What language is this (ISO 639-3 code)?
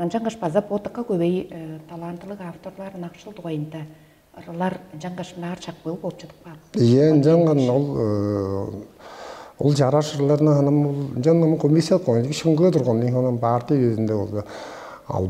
tyv